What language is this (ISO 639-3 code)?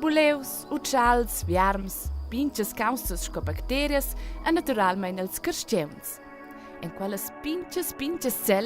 roh